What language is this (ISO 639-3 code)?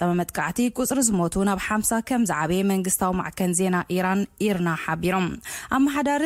tir